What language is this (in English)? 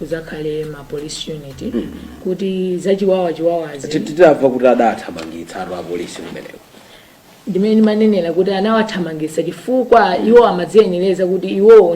Nyanja